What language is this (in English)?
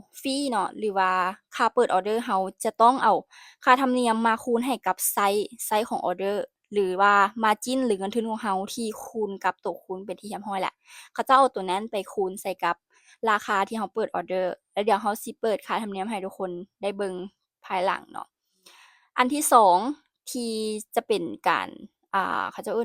Lao